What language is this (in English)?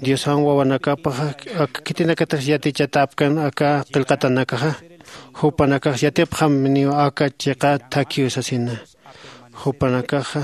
Aymara